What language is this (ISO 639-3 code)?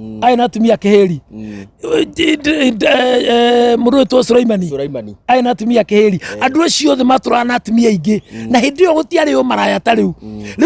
kik